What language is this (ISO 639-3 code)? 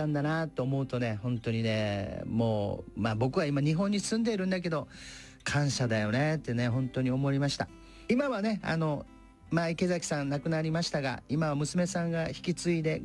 jpn